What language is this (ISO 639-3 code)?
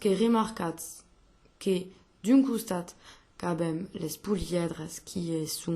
oci